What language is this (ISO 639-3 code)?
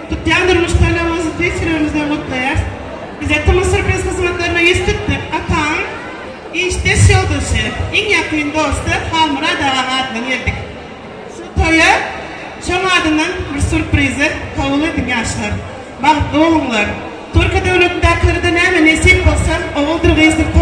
tuk